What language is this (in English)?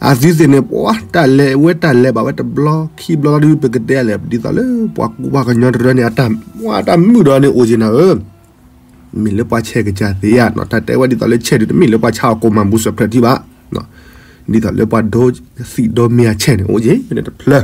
S'gaw Karen